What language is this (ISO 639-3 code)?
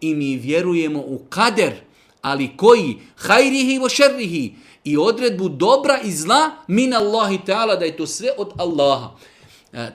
bos